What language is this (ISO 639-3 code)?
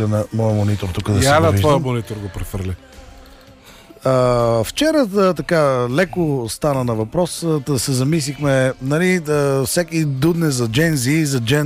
bul